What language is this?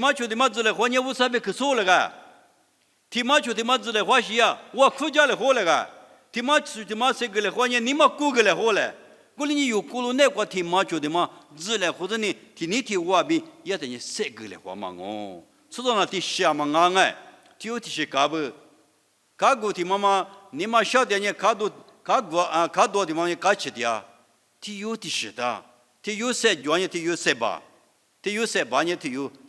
Lisu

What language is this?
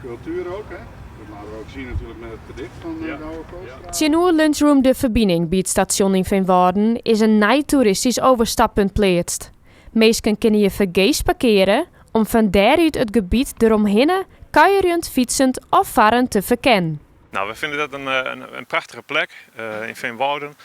Western Frisian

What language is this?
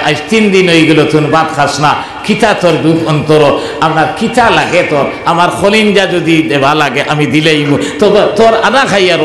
Sylheti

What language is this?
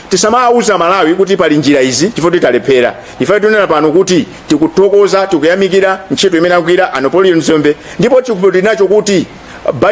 Nyanja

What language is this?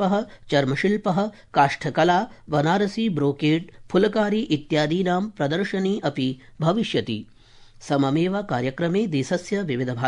Sanskrit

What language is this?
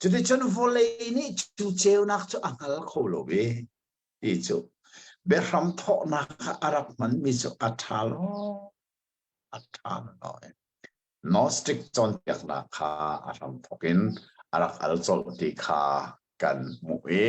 Hakha Chin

